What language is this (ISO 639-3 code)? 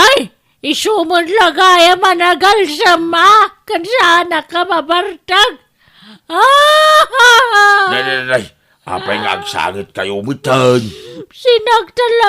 ilo